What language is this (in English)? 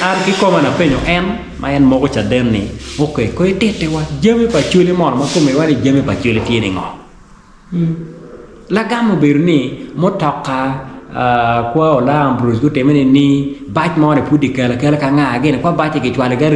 Acoli